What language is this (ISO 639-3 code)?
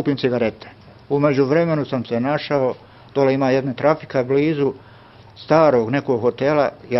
srp